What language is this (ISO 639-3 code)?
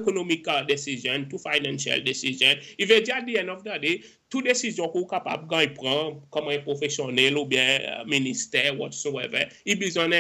crs